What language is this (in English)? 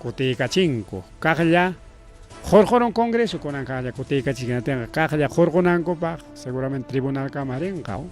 Ayacucho Quechua